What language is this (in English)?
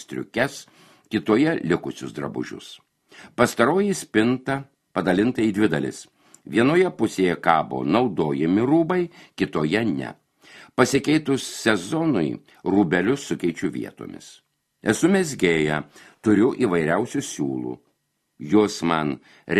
Lithuanian